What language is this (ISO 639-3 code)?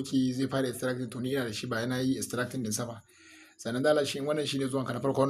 hau